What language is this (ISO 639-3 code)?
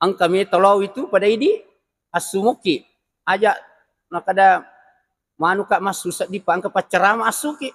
bug